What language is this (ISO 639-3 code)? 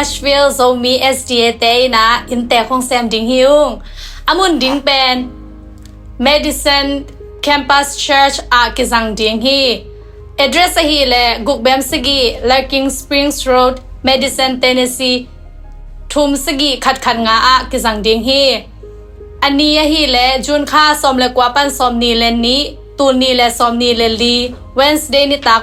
ctd